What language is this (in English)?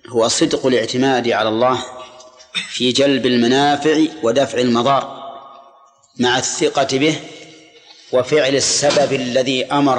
Arabic